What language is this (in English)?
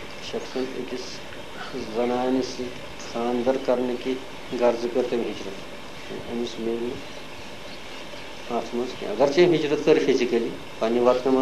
Kashmiri